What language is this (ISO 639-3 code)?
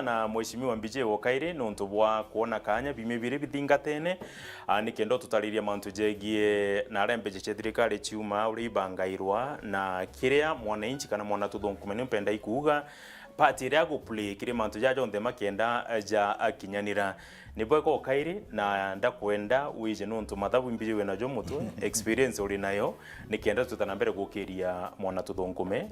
mer